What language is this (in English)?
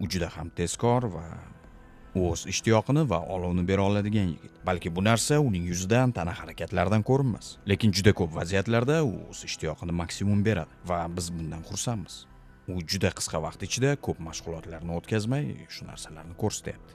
Uzbek